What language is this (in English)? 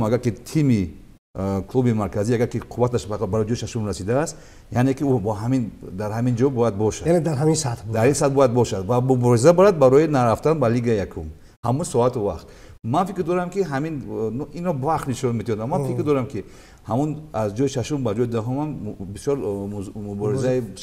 Tajik